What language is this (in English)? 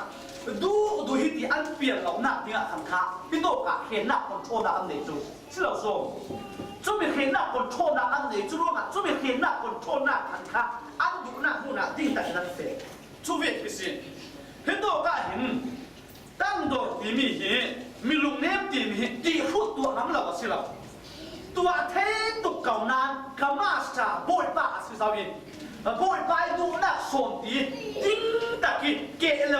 Falam Chin